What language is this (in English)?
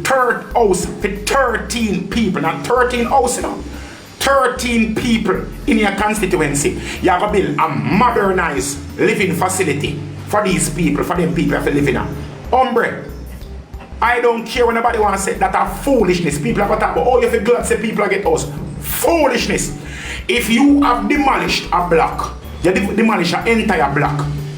Jamaican Creole English